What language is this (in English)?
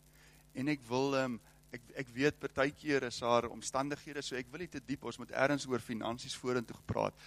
Afrikaans